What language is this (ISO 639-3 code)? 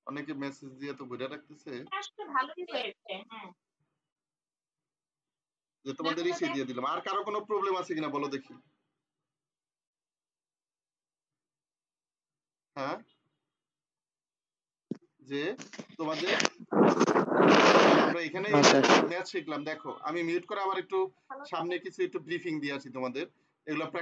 ben